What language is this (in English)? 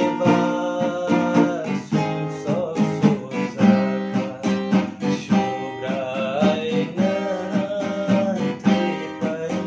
Kok Borok